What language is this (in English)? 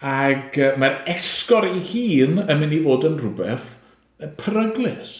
Welsh